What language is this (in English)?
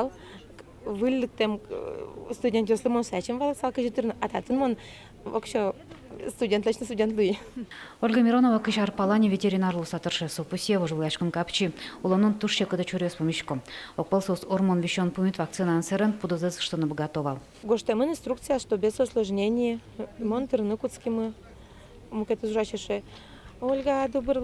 Udmurt